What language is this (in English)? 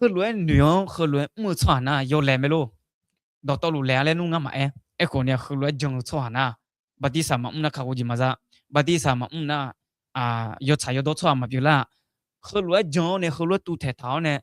Akha